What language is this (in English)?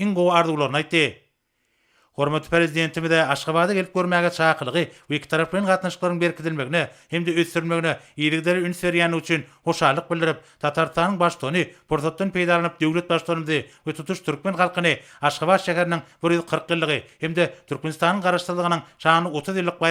Turkmen